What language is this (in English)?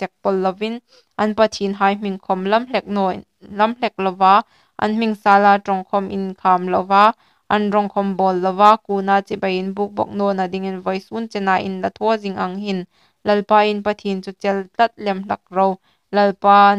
Hmar